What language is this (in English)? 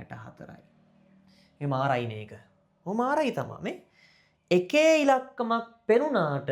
Sinhala